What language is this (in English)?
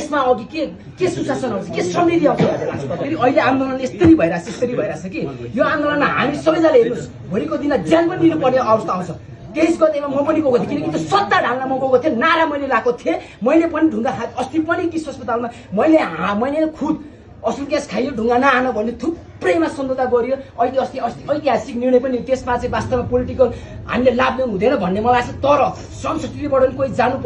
Nepali